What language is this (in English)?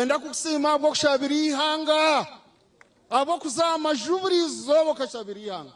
Nyankole